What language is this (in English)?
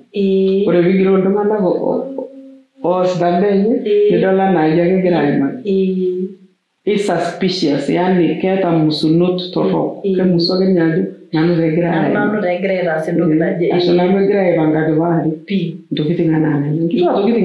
Masai